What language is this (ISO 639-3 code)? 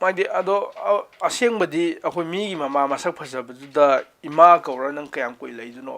mni